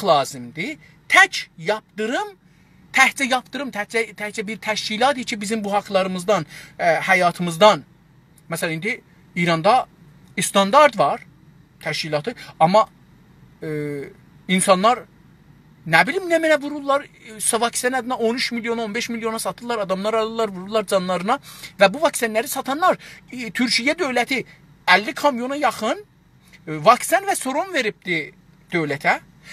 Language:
South Azerbaijani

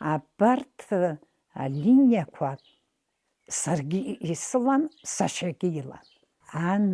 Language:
Abkhazian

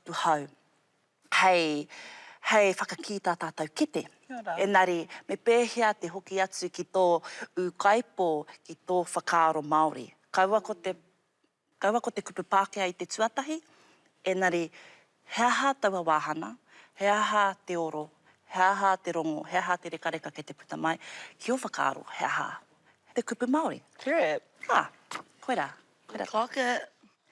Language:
Māori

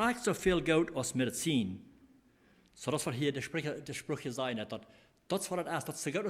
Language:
Plautdietsch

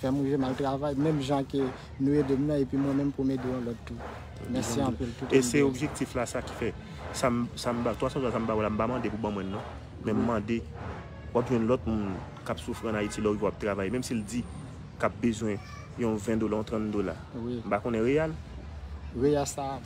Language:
Haitian Creole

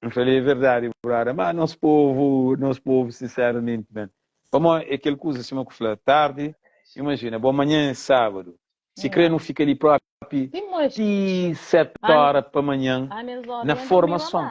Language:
Kabuverdianu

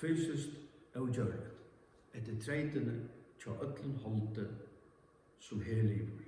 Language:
Faroese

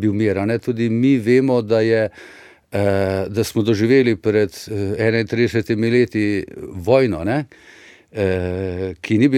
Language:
Slovenian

